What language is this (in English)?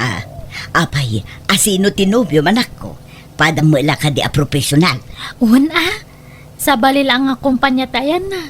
Iloko